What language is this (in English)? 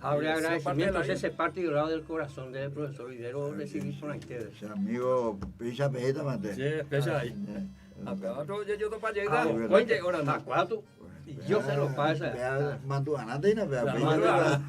Guarani